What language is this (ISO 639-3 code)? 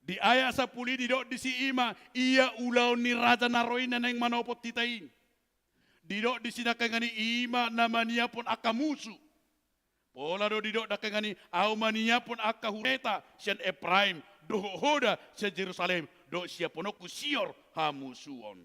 bbc